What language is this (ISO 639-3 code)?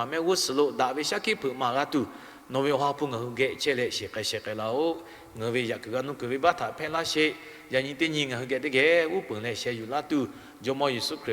lhu